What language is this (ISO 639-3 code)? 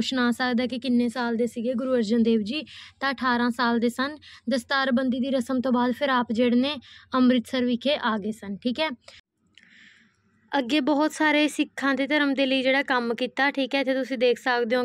pan